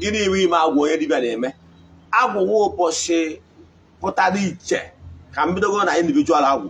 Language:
Igbo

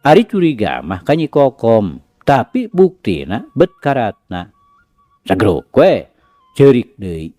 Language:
Sundanese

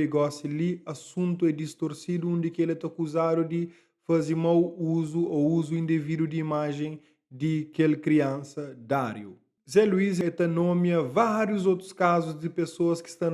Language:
Kabuverdianu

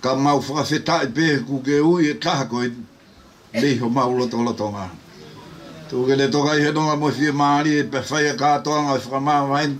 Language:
Tongan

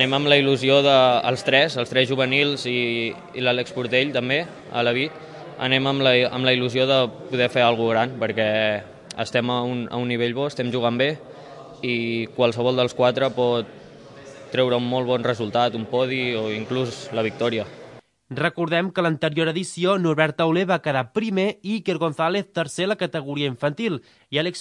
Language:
Catalan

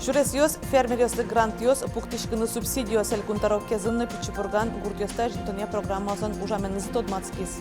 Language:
Udmurt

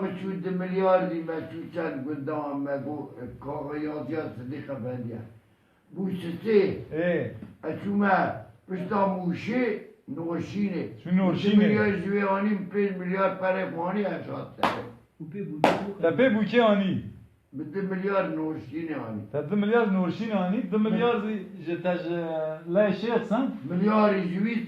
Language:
Kurdish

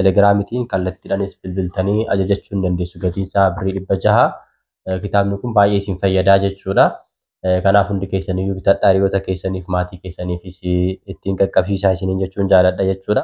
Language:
Oromo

